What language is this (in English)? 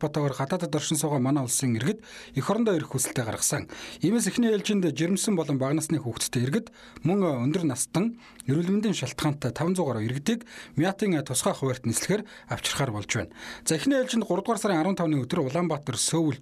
Mongolian